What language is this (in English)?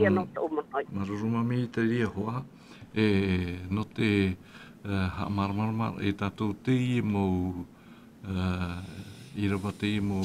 Tahitian